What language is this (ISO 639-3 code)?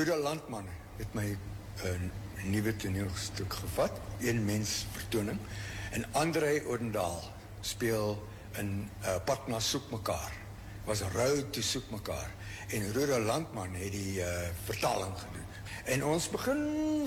afr